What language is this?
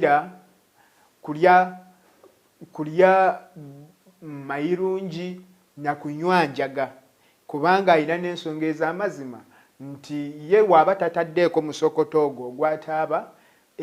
Ganda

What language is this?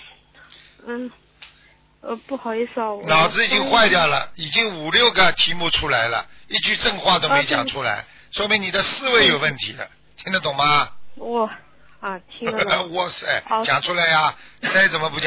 Chinese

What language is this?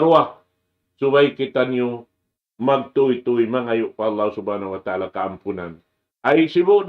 Tausug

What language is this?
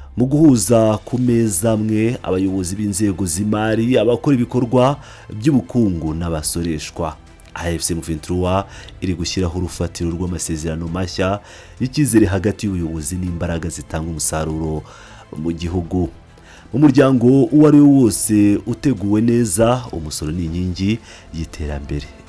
Kinyarwanda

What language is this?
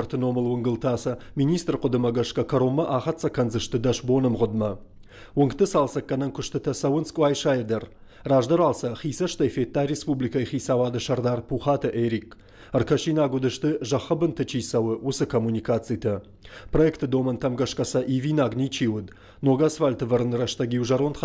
Ossetic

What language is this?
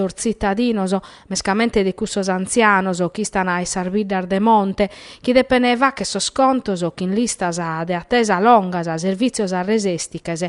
Sardinian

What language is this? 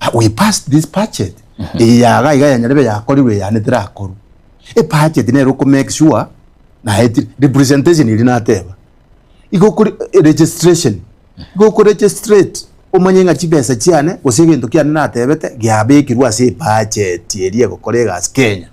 Gusii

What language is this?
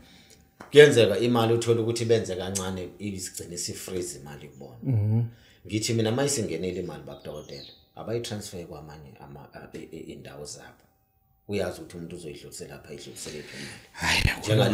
Zulu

